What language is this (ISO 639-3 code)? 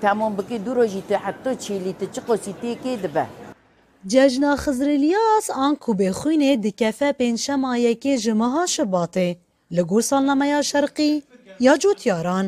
kur